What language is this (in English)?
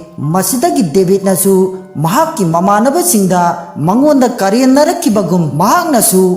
Manipuri